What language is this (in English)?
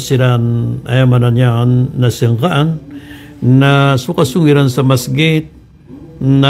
Maranao